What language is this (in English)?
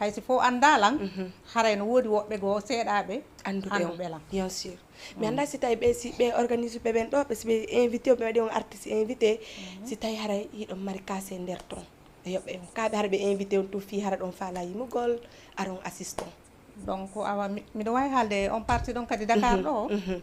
Fula